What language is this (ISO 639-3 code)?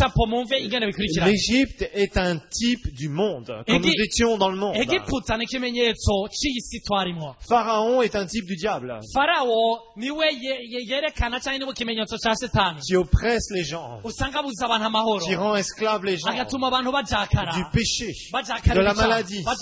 run